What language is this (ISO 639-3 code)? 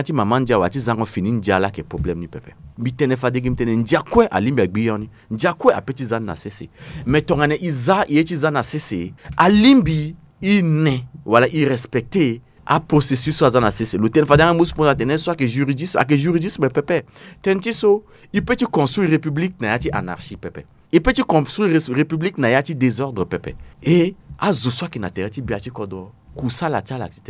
sag